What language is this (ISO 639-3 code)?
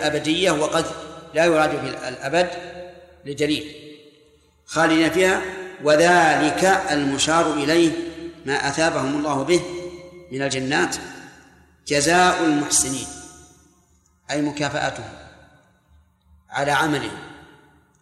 ara